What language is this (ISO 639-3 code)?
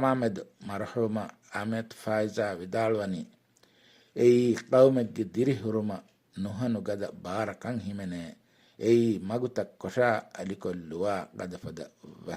div